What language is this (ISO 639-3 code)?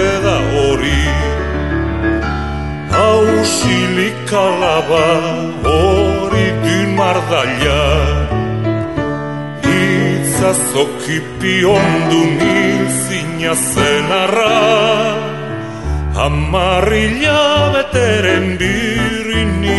eus